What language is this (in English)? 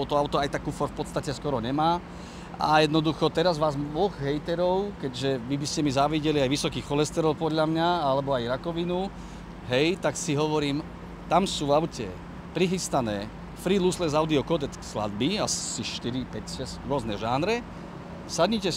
Slovak